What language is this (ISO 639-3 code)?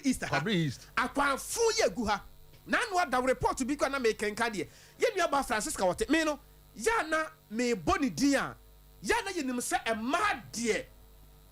aka